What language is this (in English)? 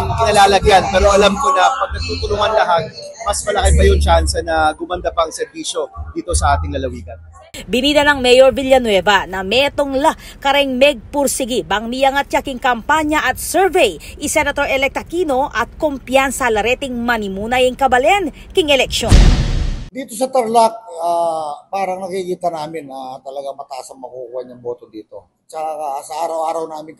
Pampanga